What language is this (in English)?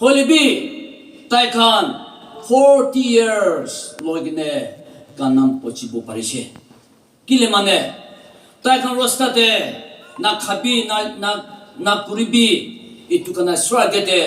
Naga Pidgin